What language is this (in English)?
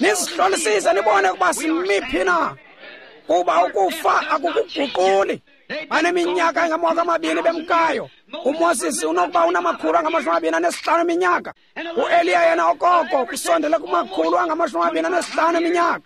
Xhosa